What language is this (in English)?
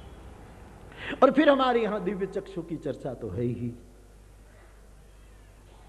Hindi